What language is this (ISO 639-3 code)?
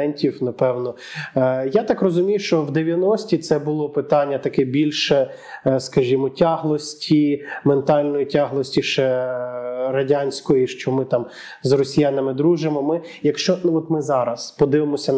ukr